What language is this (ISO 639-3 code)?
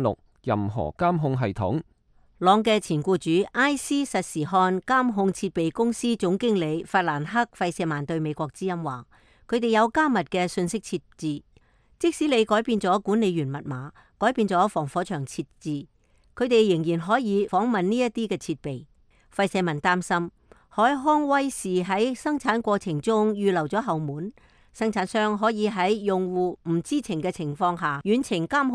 yue